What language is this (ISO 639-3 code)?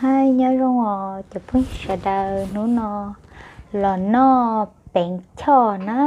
hmn